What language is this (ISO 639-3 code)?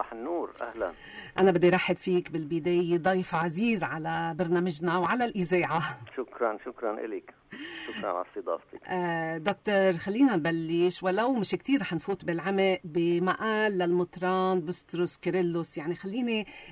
apc